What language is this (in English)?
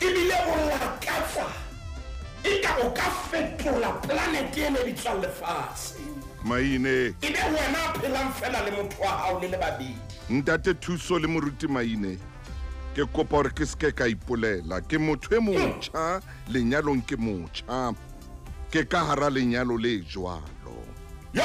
Southern Sotho